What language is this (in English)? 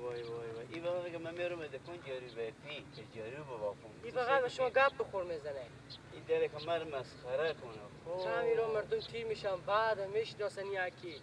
Persian